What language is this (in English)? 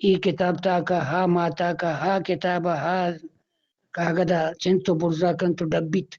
Eastern Balochi